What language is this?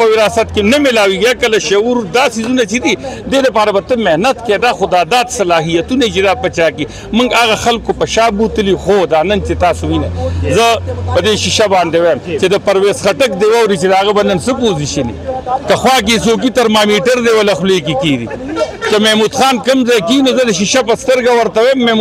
Pashto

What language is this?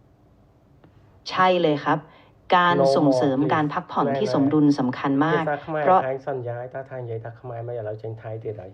Khmer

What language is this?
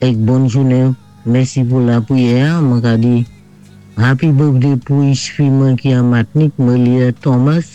Saint Lucian Creole French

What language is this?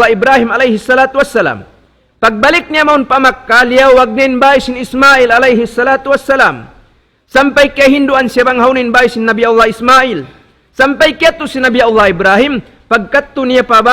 Tausug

